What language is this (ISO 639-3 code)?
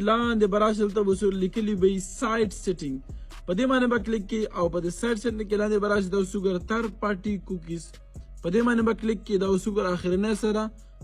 pus